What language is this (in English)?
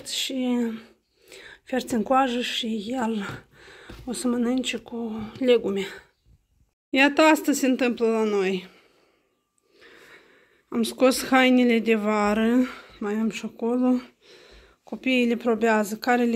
Romanian